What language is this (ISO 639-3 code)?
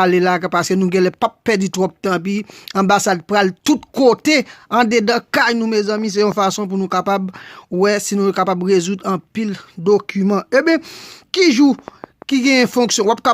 hat